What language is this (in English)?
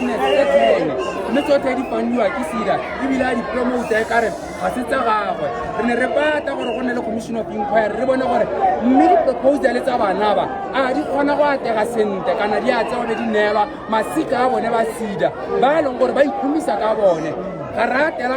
Tswana